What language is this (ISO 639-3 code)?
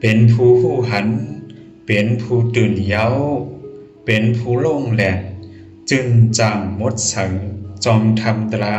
shn